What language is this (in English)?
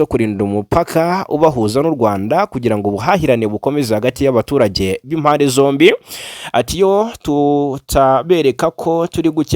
Kinyarwanda